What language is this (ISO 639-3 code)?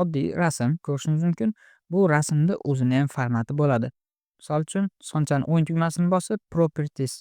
uzb